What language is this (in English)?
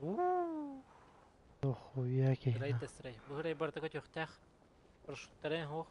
Yakut